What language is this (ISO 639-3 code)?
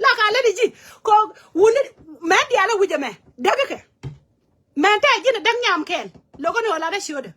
nus